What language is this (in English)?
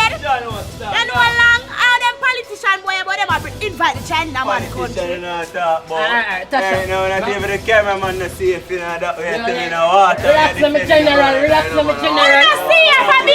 Jamaican Creole English